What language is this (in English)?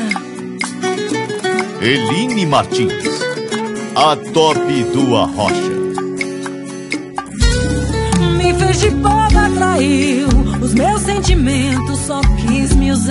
Portuguese